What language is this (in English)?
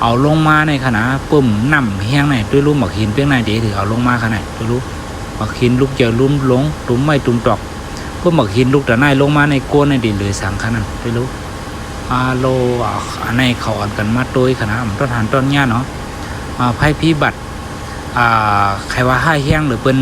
Shan